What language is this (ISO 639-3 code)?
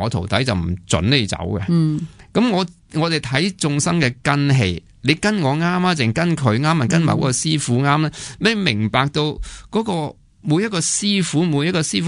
yue